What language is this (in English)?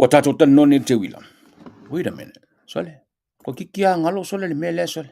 Samoan